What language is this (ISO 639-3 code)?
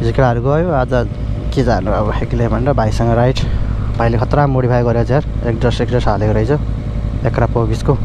nep